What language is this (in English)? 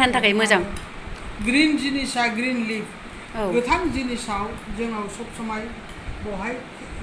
Bodo